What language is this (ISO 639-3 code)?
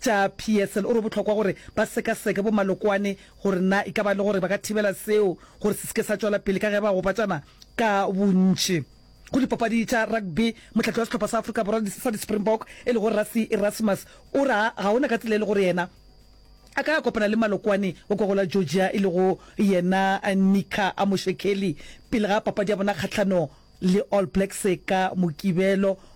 nso